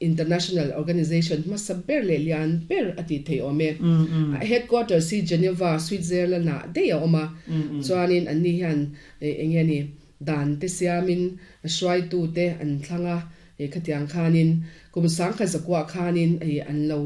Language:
Mizo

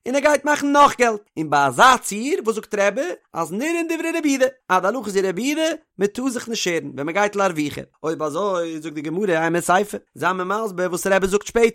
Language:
Yiddish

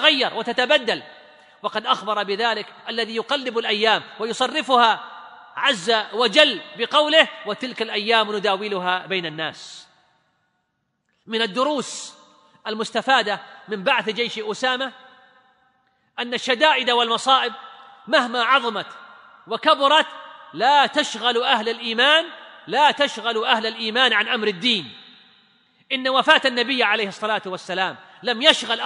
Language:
Arabic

